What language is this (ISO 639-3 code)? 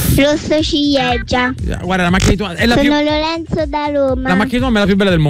ita